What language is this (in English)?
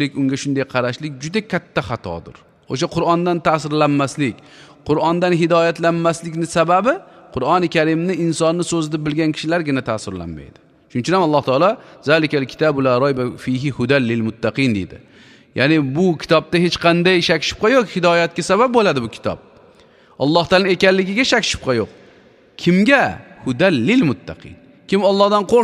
Uzbek